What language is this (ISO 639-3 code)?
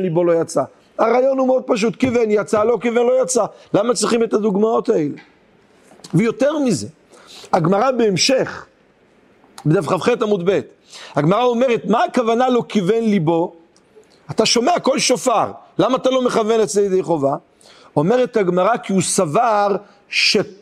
heb